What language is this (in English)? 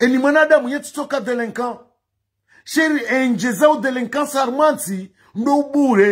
Ngazidja Comorian